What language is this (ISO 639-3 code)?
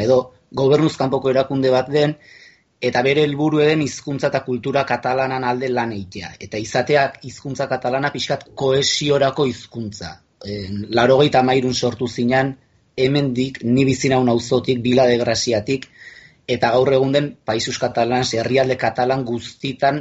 eus